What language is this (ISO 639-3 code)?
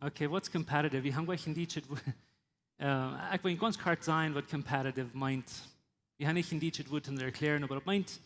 pdt